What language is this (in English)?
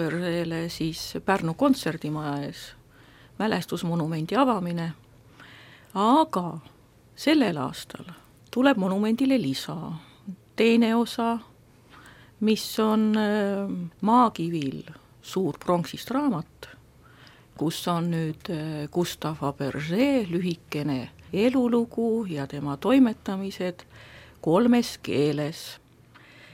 Estonian